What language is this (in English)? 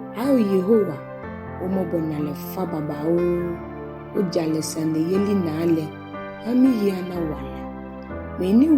Ga